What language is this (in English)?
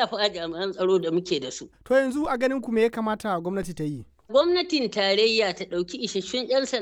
Hausa